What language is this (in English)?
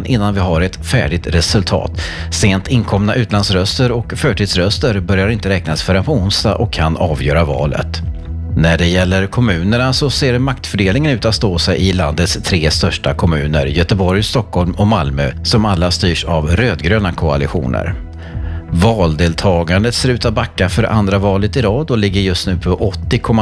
Swedish